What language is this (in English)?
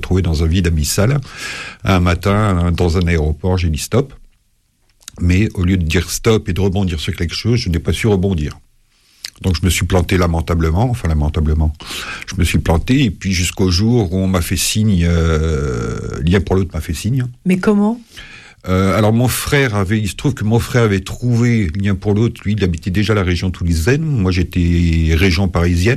French